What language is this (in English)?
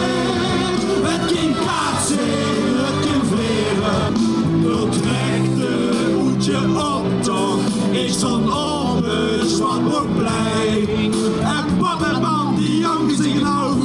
Limburgish